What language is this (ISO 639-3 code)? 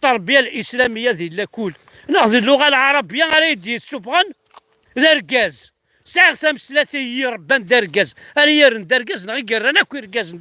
kab